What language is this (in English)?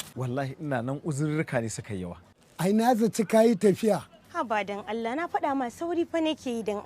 Hausa